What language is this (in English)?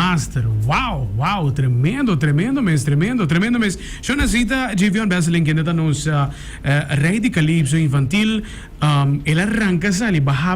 Papiamento